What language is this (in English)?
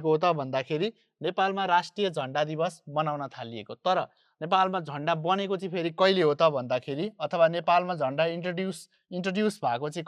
Nepali